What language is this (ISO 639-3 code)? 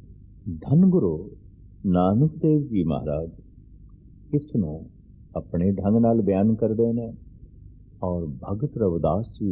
pan